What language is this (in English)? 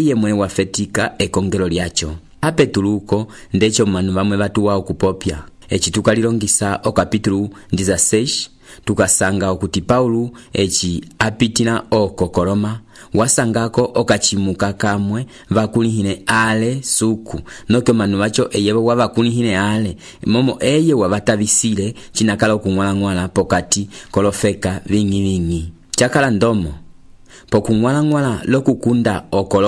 Umbundu